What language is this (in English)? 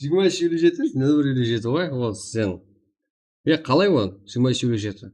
Kara-Kalpak